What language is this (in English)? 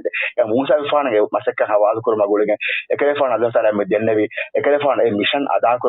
Divehi